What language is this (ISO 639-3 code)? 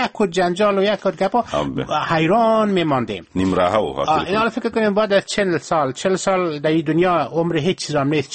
fas